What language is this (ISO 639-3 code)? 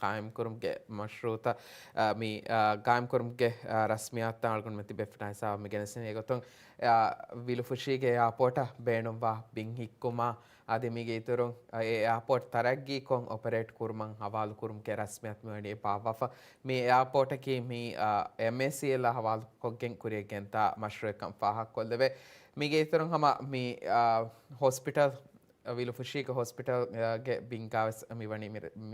div